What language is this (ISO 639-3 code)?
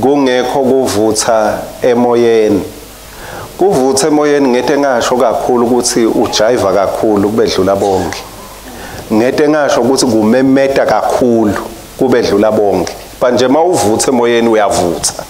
ssw